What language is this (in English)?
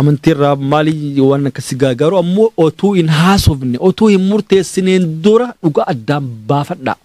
Oromo